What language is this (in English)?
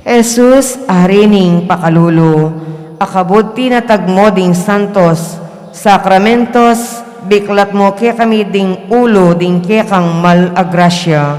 Pampanga